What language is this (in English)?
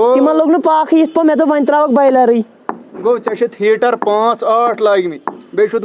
Kashmiri